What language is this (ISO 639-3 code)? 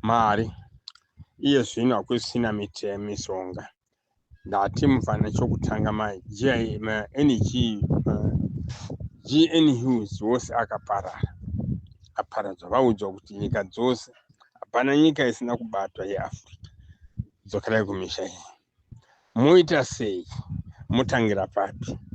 sna